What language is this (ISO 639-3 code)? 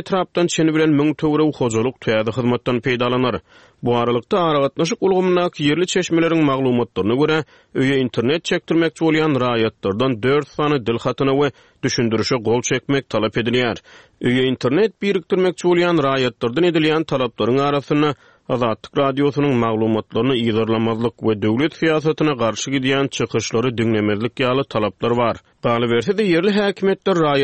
tuk